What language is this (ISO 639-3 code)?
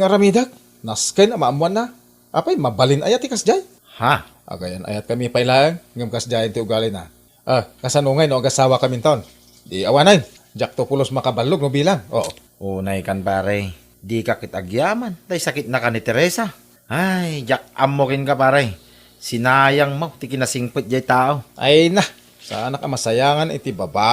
ilo